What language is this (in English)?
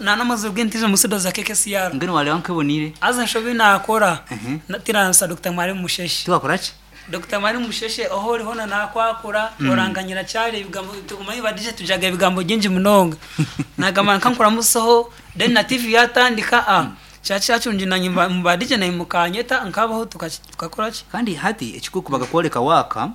Nyankole